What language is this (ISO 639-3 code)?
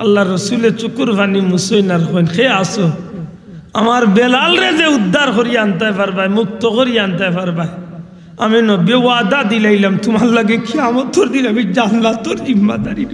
syl